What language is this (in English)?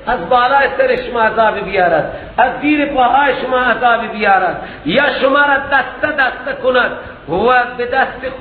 Persian